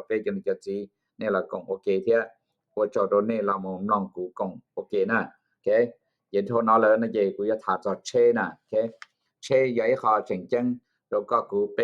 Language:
Hmong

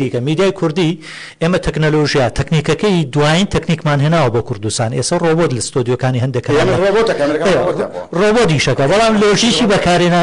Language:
Central Kurdish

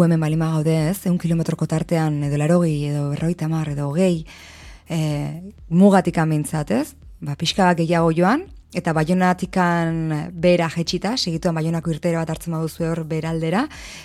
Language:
Basque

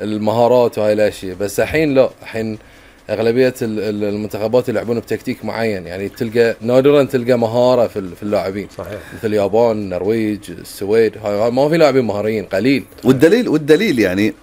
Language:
Gulf Arabic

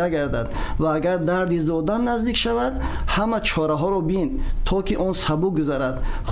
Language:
Tajik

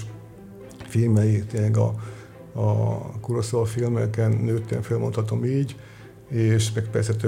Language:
Hungarian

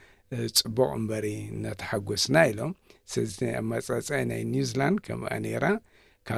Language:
Tigrinya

